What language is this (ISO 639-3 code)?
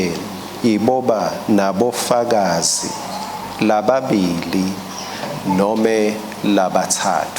ssw